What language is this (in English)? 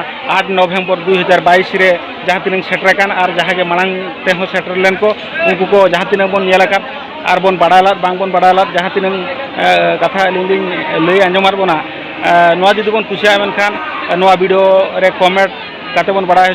Santali